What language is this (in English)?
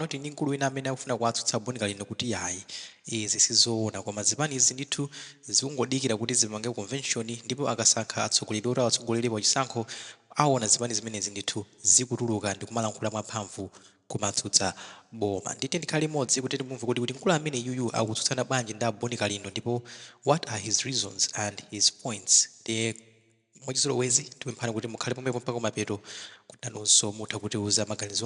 Nyanja